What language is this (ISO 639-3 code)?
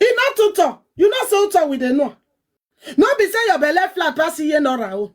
pcm